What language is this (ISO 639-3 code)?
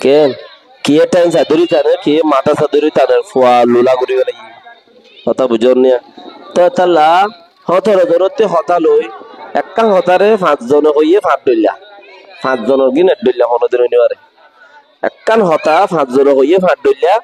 rhg